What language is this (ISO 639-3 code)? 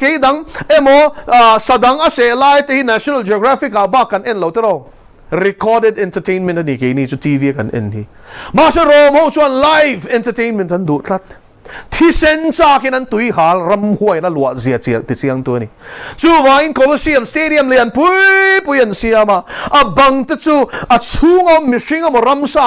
lus